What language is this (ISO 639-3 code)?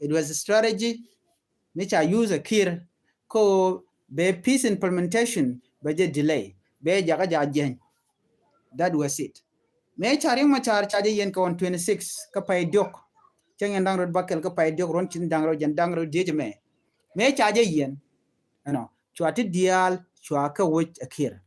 nus